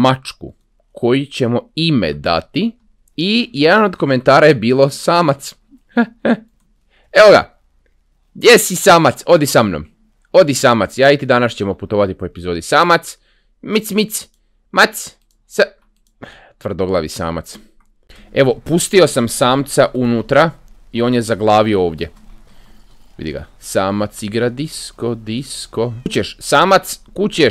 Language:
Croatian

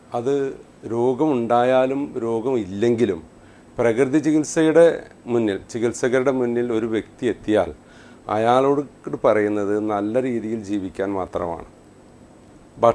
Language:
Malayalam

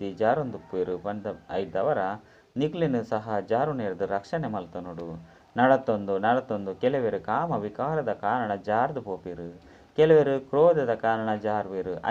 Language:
Tulu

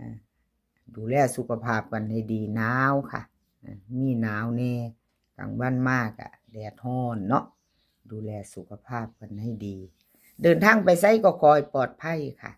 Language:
Northeastern Thai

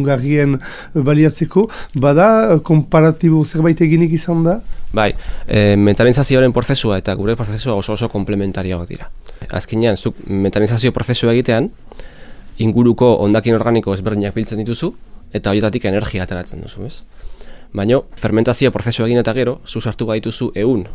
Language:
Basque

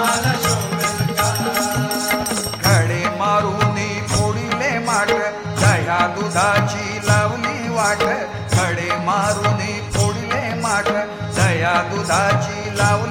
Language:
Marathi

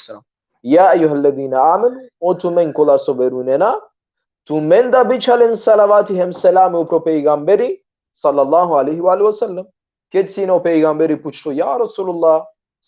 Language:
Balkan Romani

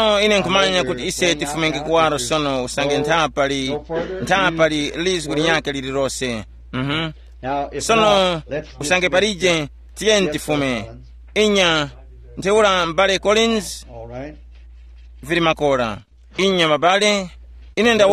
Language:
Tumbuka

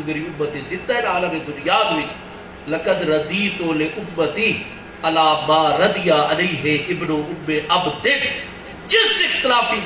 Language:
Saraiki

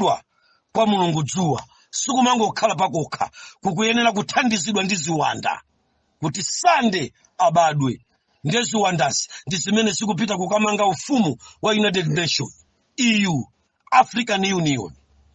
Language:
Nyanja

